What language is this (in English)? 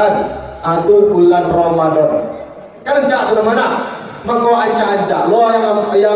Minangkabau